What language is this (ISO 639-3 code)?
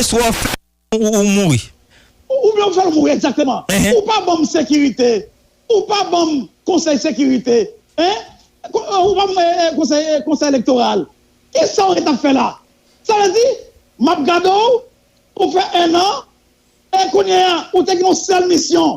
hat